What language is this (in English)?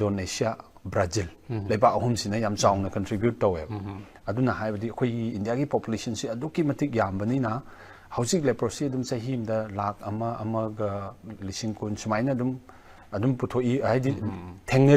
Manipuri